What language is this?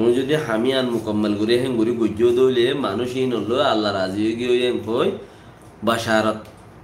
Rohingya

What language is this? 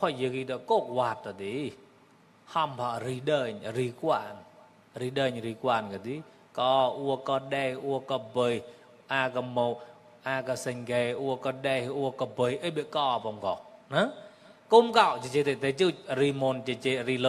Mon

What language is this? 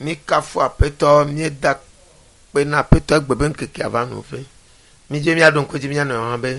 Ewe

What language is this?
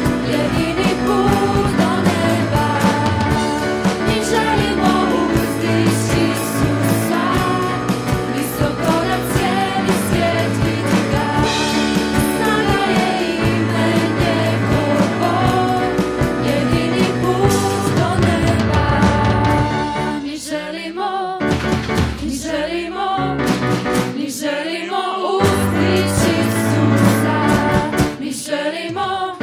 Croatian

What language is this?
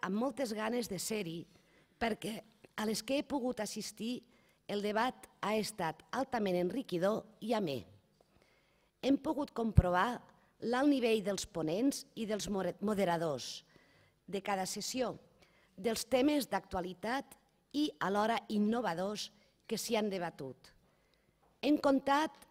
Catalan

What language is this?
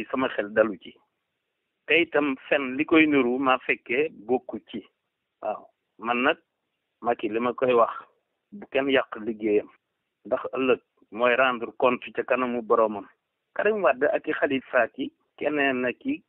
Wolof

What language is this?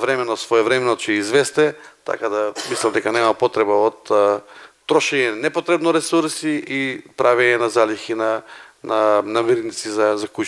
Macedonian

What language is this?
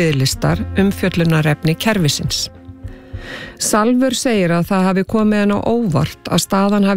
Icelandic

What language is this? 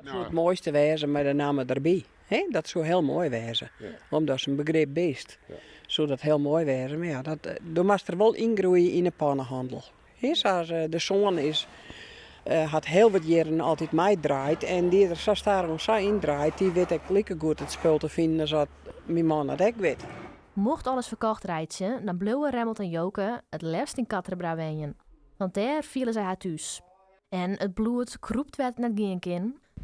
Western Frisian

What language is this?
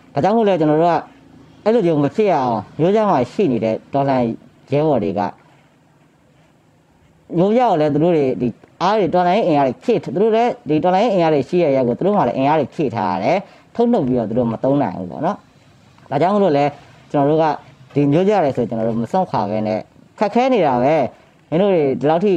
Burmese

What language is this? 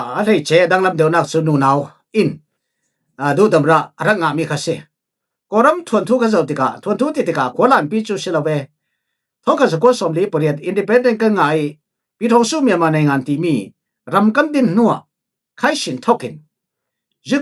Falam Chin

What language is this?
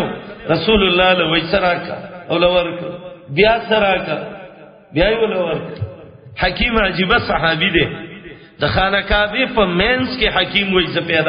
Pashto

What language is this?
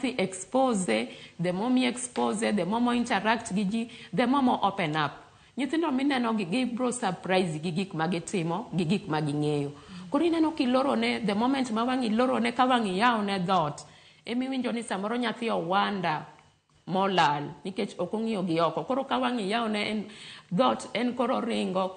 Luo (Kenya and Tanzania)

